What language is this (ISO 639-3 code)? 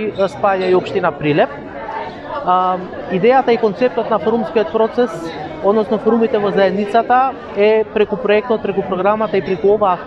mkd